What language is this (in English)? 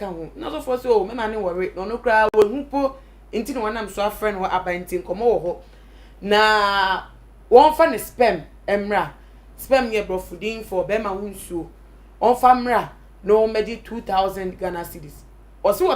Akan